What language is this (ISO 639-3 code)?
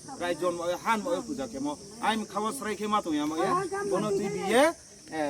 ria